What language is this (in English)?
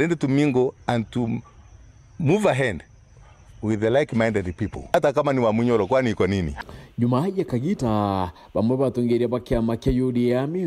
Meru